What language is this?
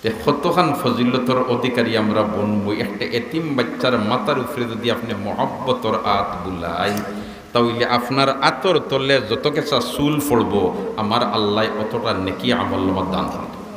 Sylheti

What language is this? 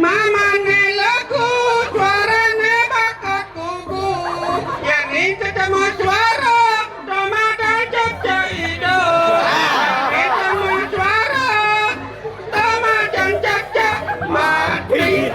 Balinese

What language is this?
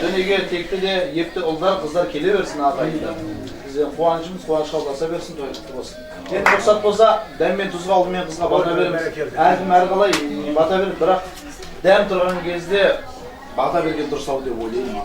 Kazakh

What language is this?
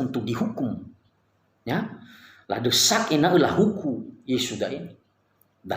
Nias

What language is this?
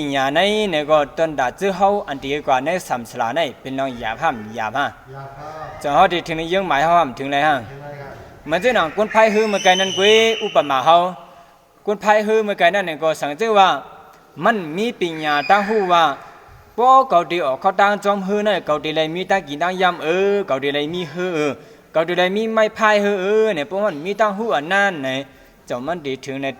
Shan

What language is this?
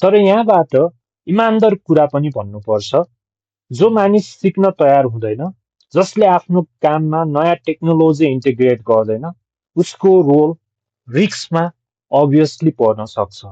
Nepali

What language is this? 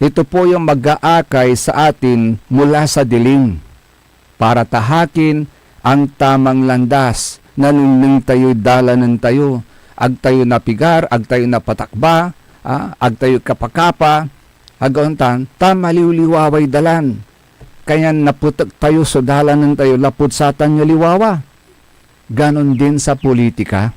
Pangasinan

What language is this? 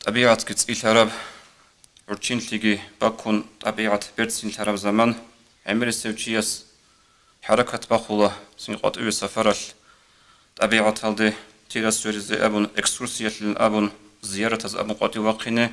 Avaric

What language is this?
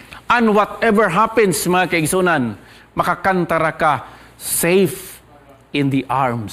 Cebuano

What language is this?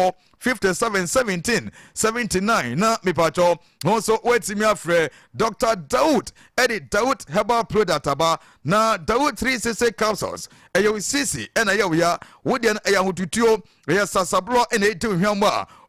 Akan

